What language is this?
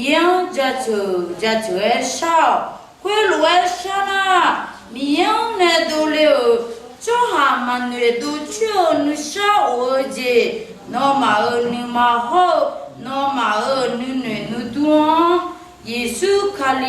Akha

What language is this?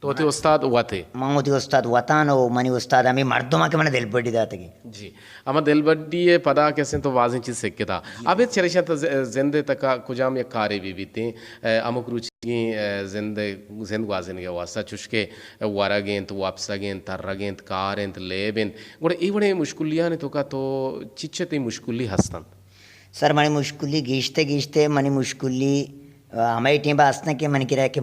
Eastern Balochi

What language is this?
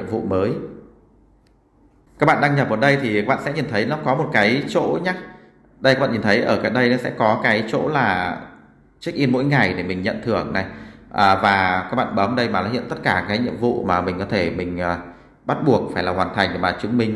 Vietnamese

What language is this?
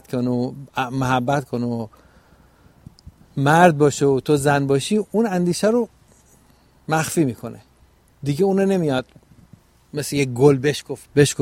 Persian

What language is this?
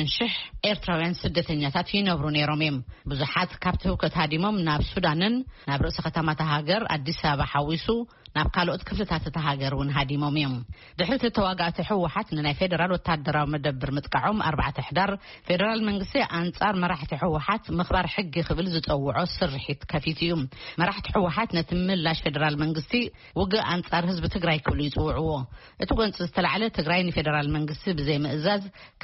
Tigrinya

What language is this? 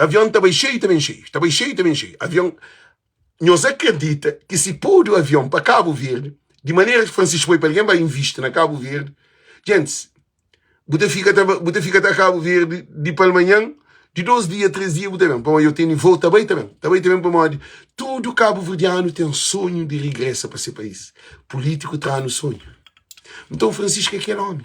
Kabuverdianu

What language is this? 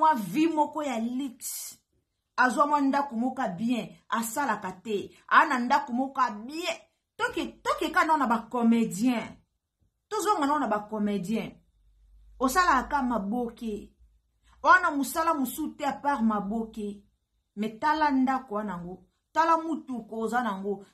Lingala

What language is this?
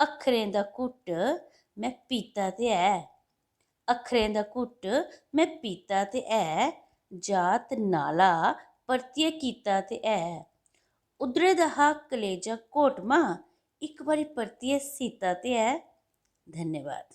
Dogri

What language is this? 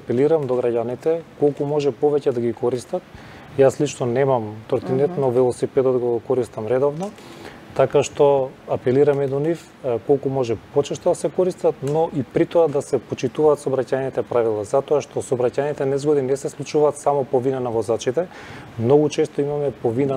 Macedonian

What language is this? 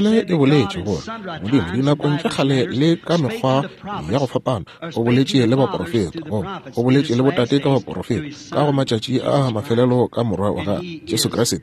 Northern Sotho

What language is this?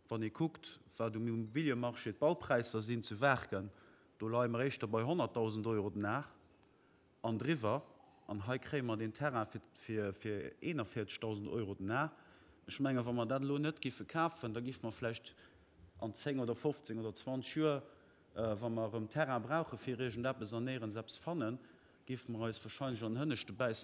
Luxembourgish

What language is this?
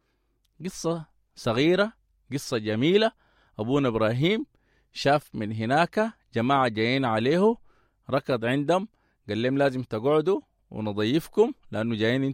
Sudanese Arabic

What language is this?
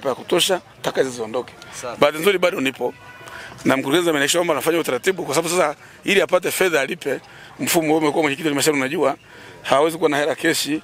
Swahili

